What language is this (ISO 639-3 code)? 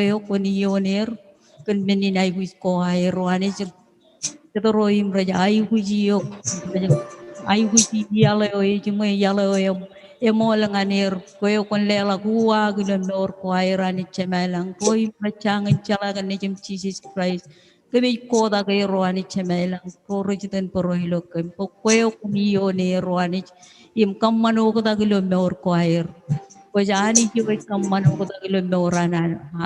mah